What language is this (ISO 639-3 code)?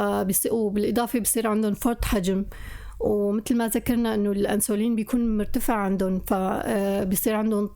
apc